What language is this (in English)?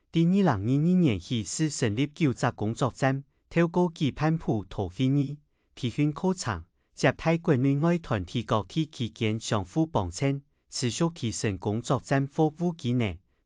Hakka Chinese